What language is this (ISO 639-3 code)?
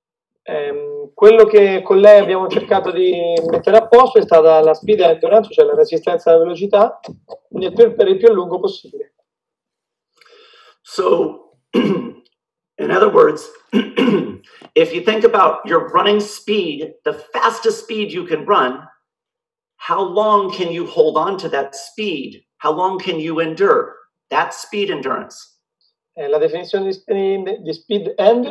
ita